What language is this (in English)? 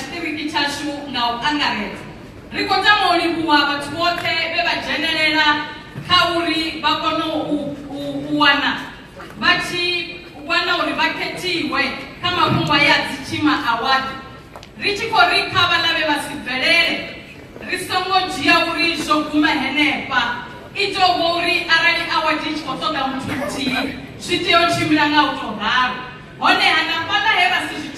Venda